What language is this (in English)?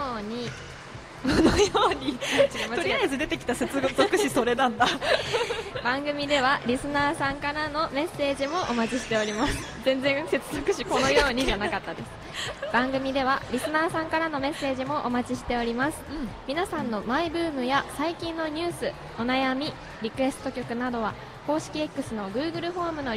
Japanese